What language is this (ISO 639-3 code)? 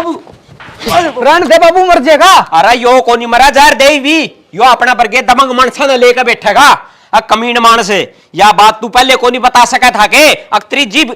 bgc